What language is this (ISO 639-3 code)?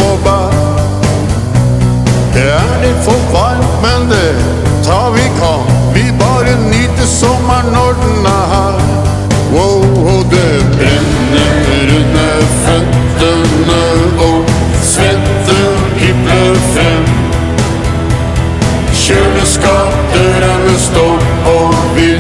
nor